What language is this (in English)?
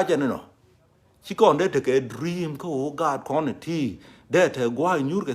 Nuer